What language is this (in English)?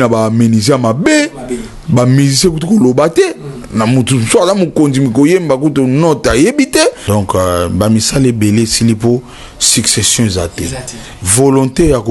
Lingala